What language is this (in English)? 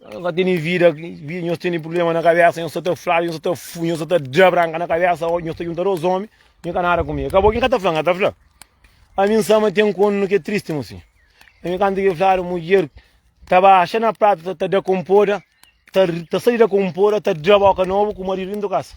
Kabuverdianu